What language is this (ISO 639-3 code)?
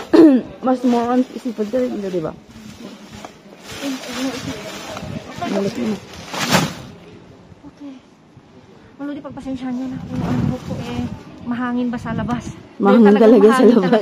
fil